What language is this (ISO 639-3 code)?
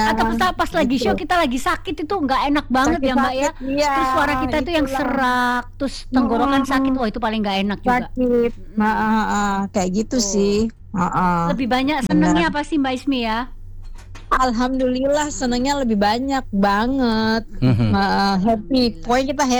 ind